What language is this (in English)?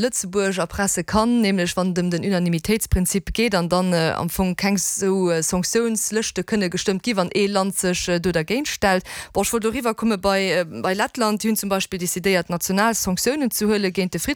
Luxembourgish